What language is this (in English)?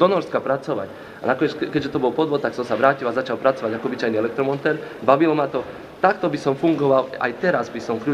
Slovak